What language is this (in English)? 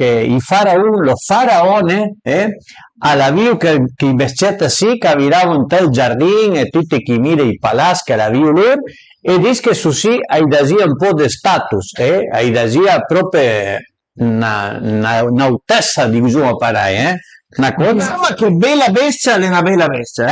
Piedmontese